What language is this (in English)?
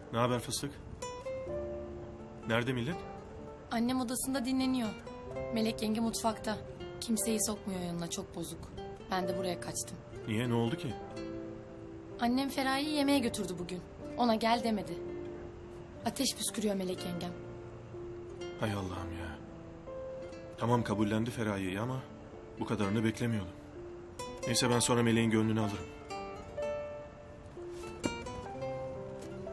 Turkish